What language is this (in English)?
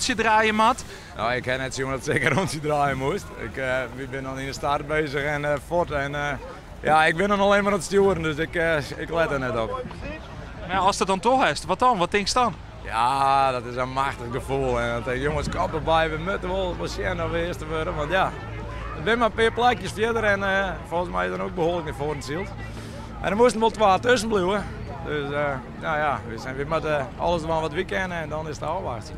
Western Frisian